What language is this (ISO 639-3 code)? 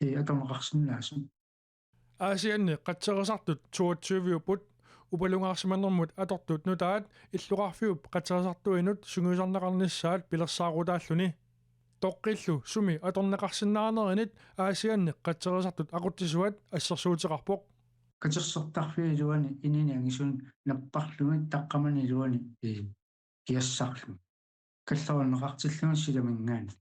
kal